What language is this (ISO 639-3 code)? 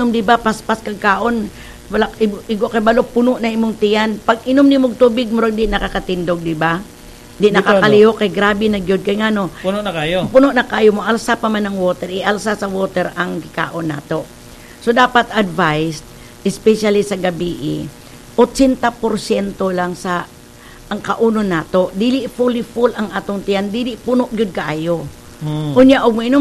ceb